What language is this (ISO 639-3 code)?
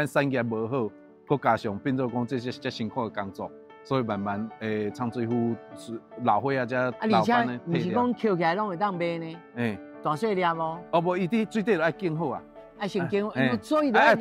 nan